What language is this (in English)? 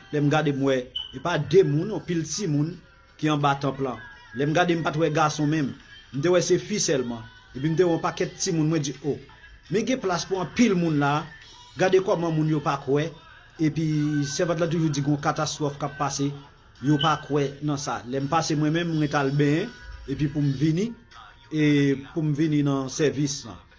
Haitian Creole